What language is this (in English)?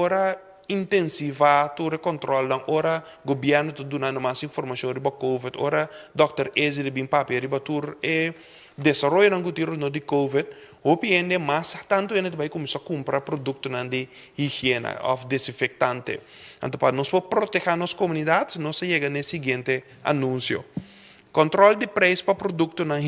Papiamento